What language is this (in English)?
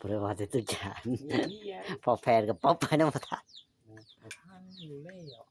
Northeastern Thai